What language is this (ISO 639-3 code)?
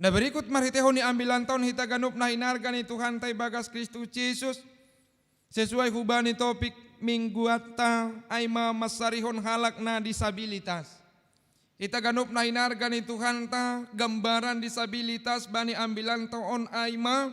bts